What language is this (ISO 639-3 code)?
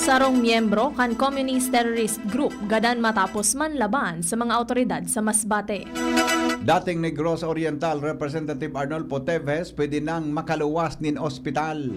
bik